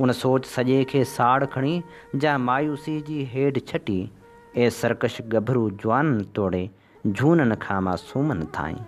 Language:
Sindhi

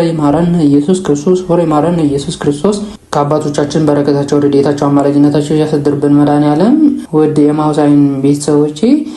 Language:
Amharic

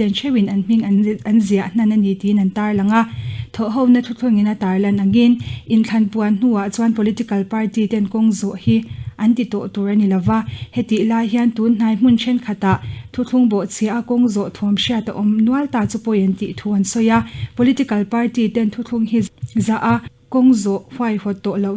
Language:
Mizo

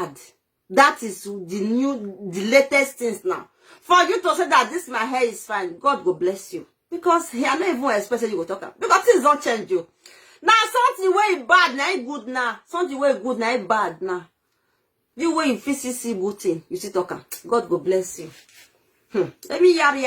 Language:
Nigerian Pidgin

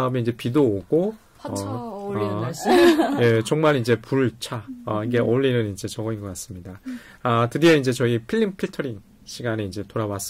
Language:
Korean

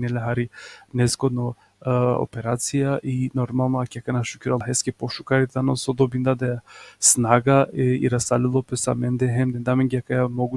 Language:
Balkan Romani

